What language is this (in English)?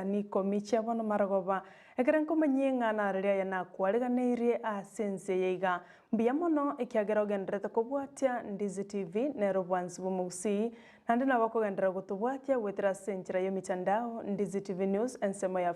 Gusii